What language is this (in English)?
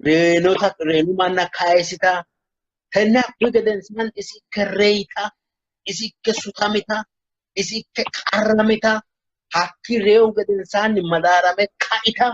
Sidamo